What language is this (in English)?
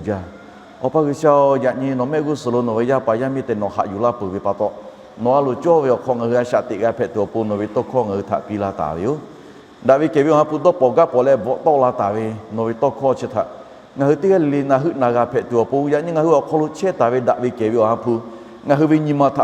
Lahu